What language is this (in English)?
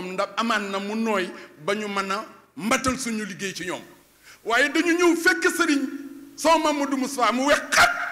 Wolof